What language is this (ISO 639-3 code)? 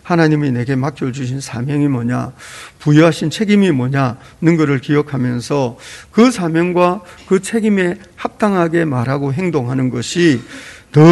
kor